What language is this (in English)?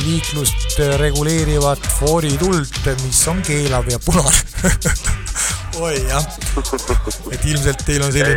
Estonian